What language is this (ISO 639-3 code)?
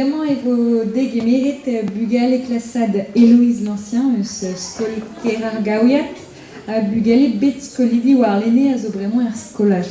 bre